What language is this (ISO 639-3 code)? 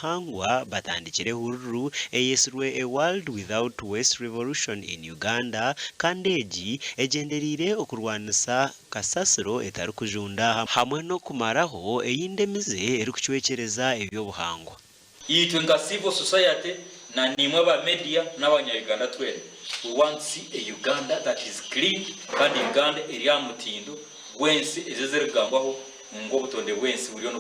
nyn